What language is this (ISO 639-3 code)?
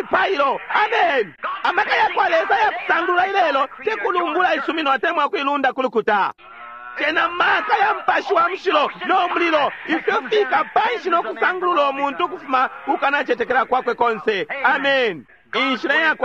bem